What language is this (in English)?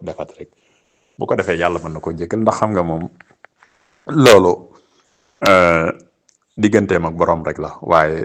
Wolof